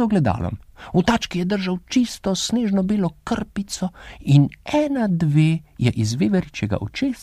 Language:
Slovenian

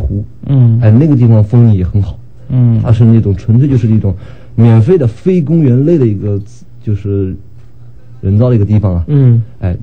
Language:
Chinese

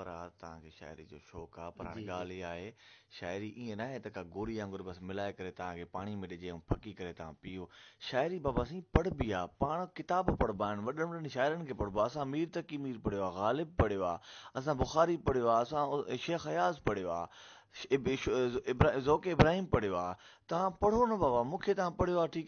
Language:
Sindhi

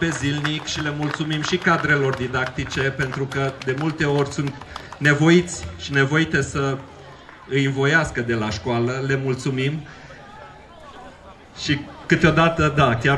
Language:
Romanian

